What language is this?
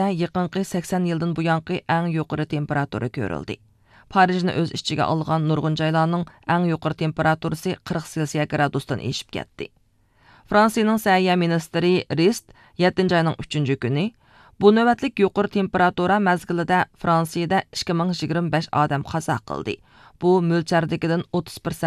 Uyghur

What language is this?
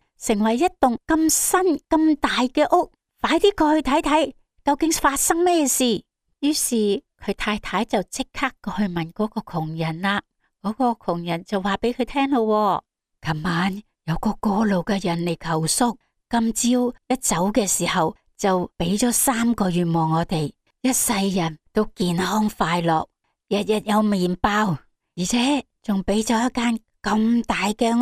Cantonese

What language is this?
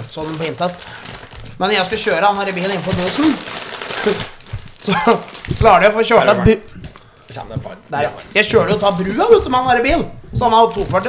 Norwegian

